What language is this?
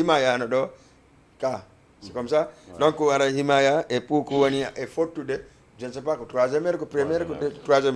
Fula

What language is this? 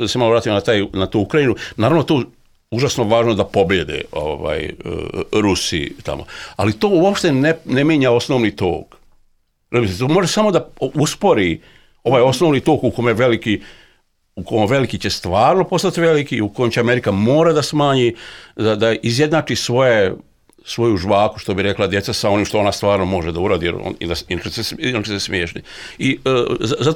Serbian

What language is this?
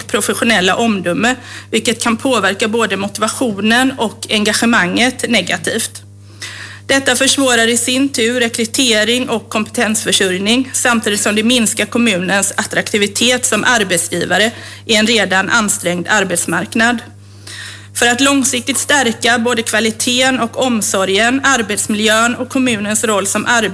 Swedish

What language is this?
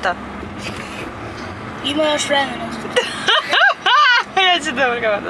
Serbian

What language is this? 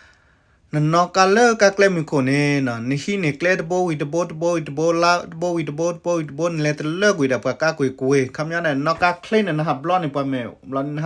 S'gaw Karen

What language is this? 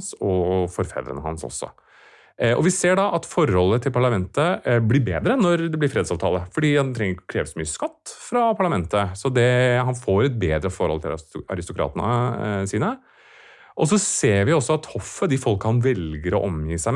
Norwegian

